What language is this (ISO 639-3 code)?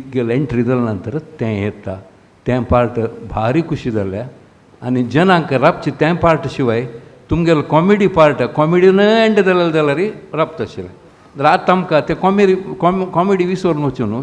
kok